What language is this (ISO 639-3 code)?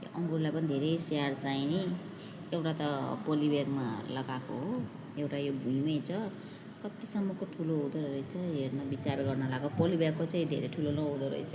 nep